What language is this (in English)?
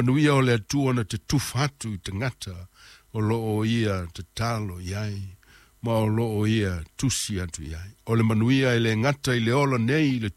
Samoan